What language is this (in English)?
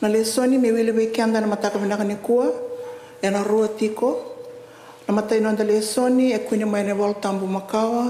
Fijian